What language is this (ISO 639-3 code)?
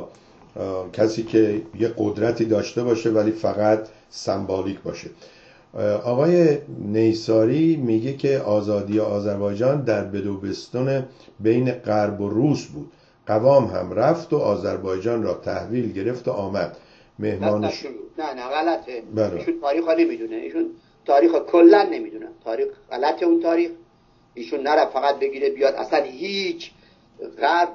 fas